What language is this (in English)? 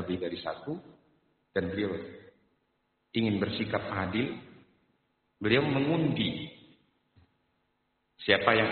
Indonesian